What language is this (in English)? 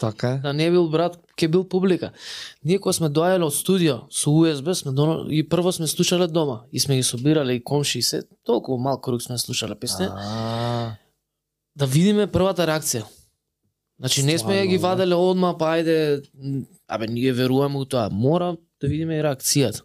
Macedonian